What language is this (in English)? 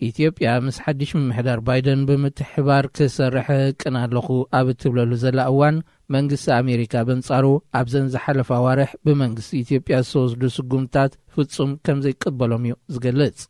Tigrinya